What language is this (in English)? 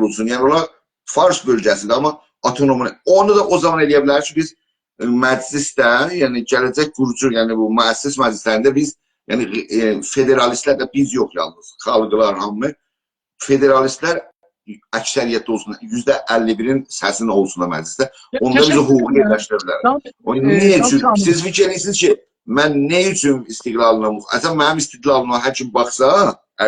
South Azerbaijani